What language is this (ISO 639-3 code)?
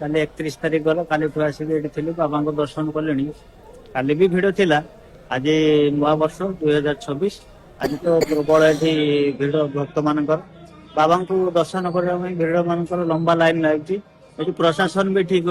ori